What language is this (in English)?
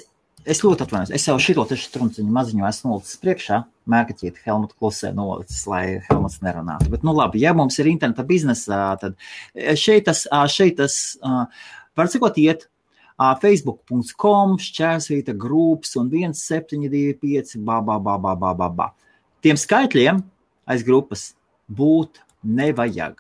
Latvian